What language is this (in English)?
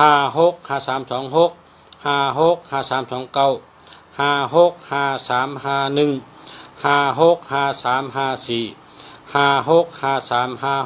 Shan